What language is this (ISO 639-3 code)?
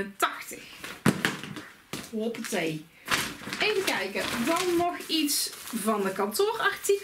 nld